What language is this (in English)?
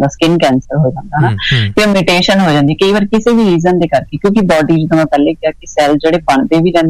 Punjabi